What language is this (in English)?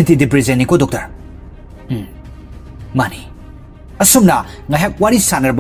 Manipuri